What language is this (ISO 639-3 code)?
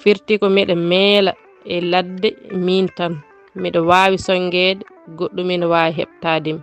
ful